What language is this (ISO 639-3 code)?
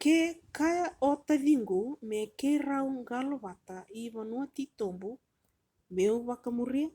fij